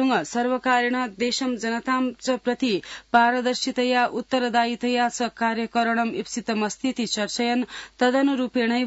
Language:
Sanskrit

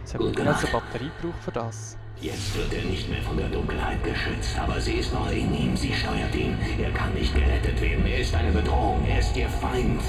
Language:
Swiss German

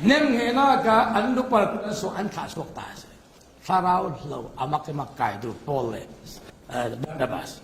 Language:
Falam Chin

